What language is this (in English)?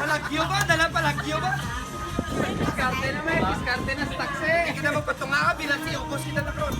Hiligaynon